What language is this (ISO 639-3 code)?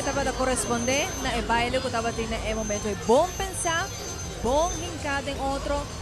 pap